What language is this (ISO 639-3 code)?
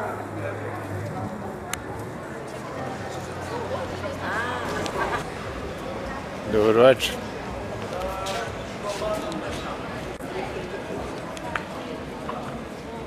hrv